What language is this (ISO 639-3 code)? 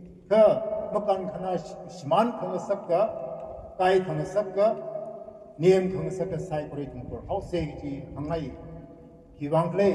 nmf